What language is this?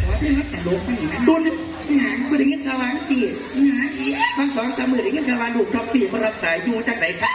Northeastern Thai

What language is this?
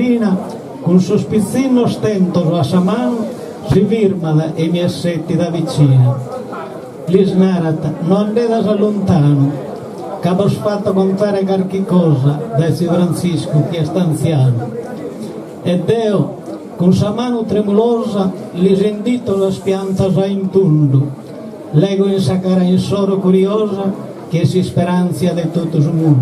Sardinian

